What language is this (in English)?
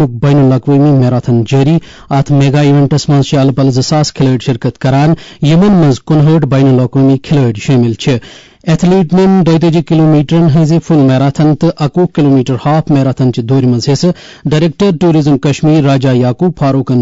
Kashmiri